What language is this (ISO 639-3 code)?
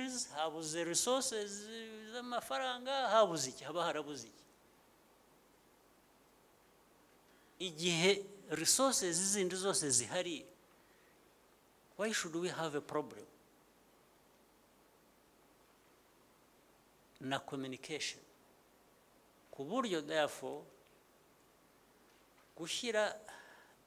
kin